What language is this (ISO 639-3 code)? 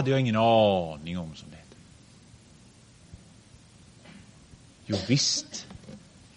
swe